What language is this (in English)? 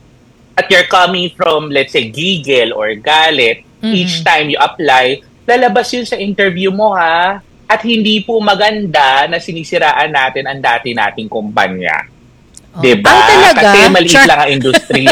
Filipino